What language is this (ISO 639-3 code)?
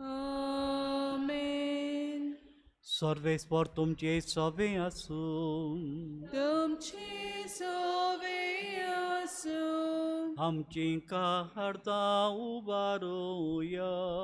kok